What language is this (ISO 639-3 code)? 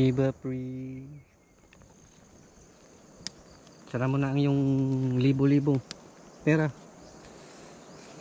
fil